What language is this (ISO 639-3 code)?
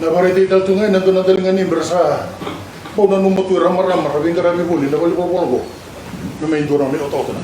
fij